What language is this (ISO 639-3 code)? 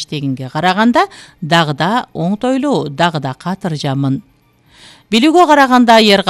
kir